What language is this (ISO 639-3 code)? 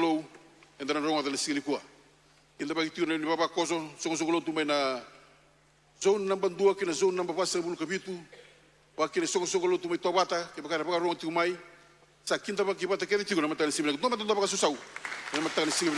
fij